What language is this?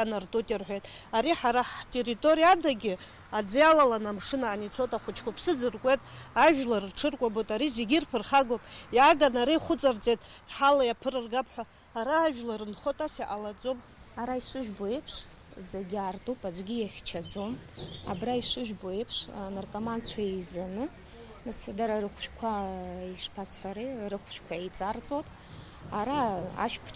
Abkhazian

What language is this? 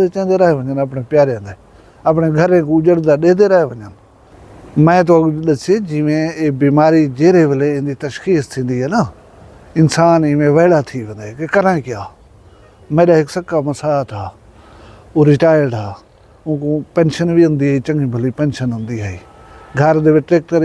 Saraiki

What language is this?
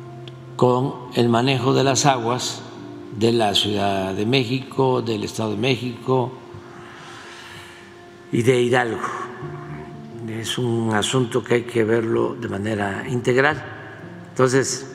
Spanish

